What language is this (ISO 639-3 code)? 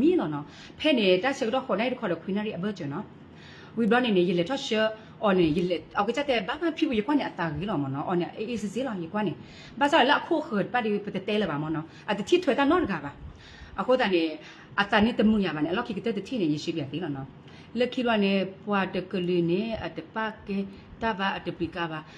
ksw